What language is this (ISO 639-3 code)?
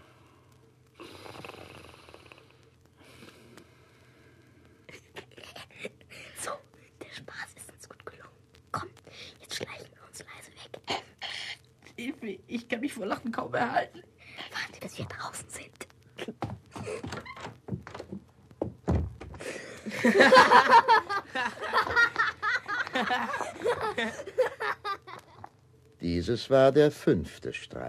deu